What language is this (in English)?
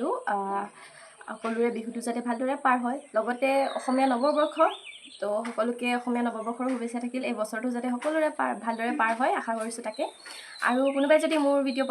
Assamese